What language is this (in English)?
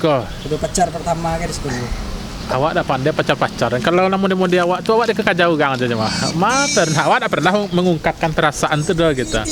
Minangkabau